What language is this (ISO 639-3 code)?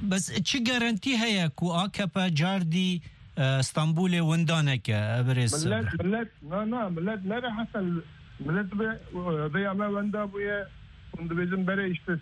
kur